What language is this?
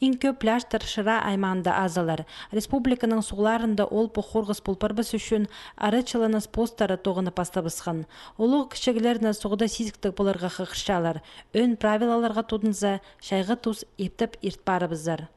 Khakas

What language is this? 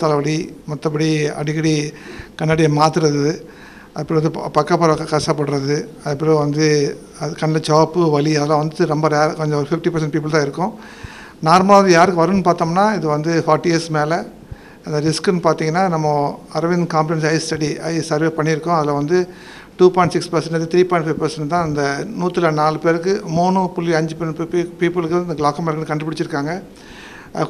Tamil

